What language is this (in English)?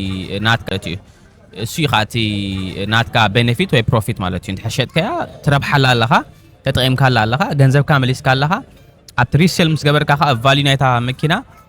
Tigrinya